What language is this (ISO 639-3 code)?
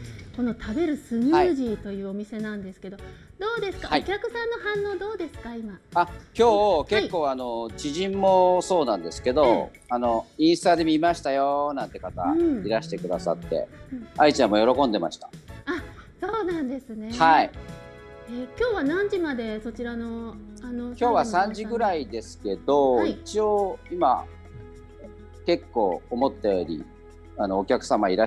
jpn